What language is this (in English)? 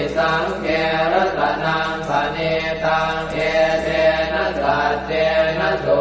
Pali